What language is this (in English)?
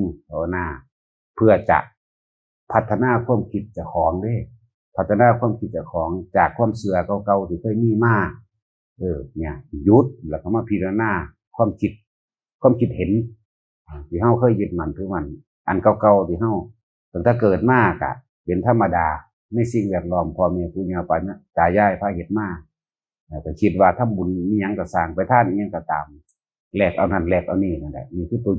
Northeastern Thai